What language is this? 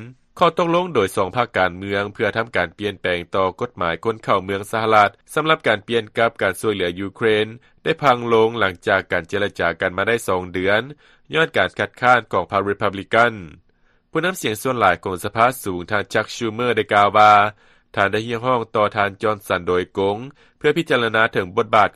Lao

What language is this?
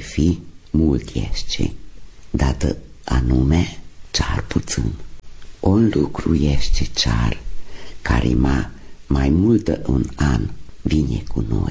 Romanian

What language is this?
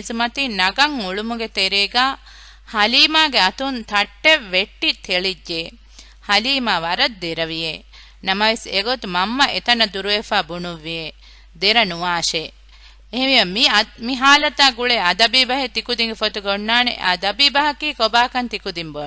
Divehi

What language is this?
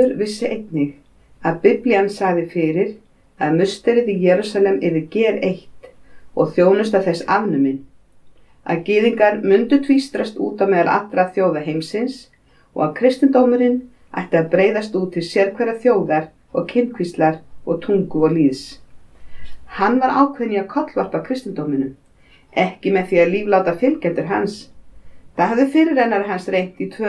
Icelandic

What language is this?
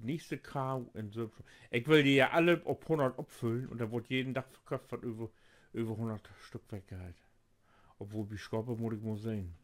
Low German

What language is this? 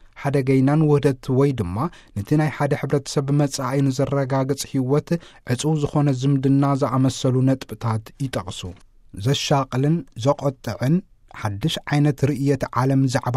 Tigrinya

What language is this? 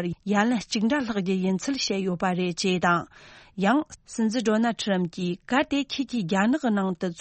Tibetan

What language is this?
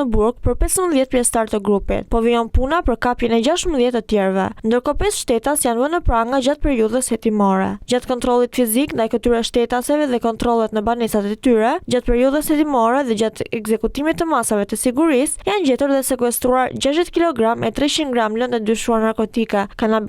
Albanian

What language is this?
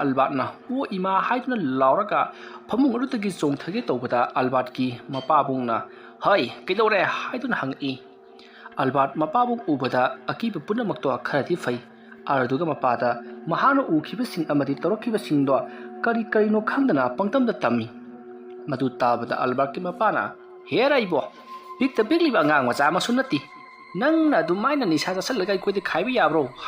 Manipuri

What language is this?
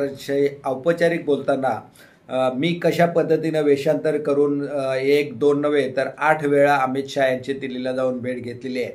Marathi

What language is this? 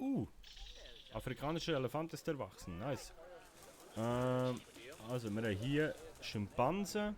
Swiss German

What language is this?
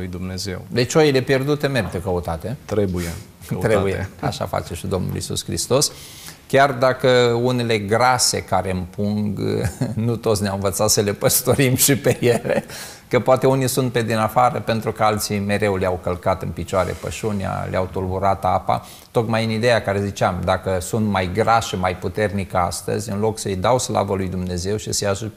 Romanian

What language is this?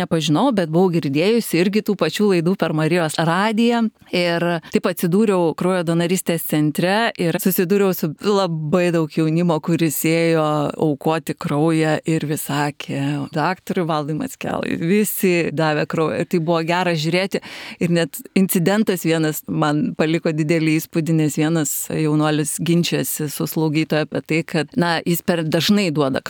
Lithuanian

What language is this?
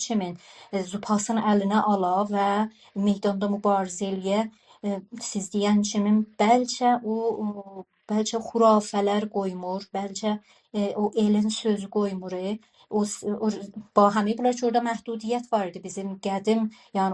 South Azerbaijani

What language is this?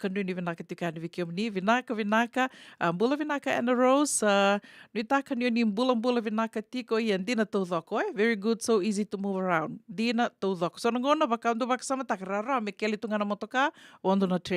Fijian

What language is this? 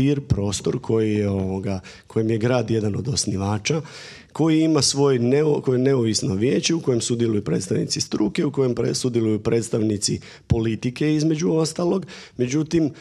Croatian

